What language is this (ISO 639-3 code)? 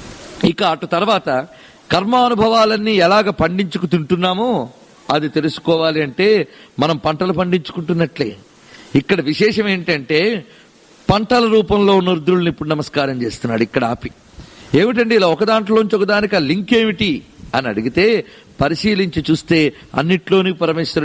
tel